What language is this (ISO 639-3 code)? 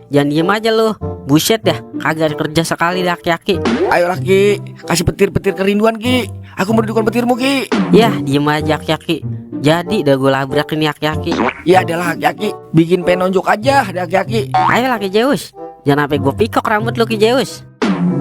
bew